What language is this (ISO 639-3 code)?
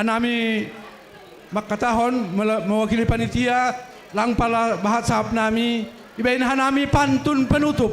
bts